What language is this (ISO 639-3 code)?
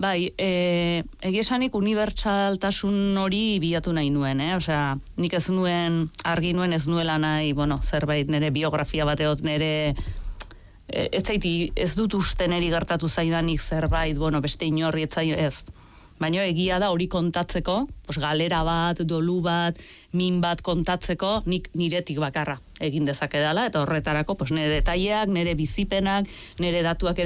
eus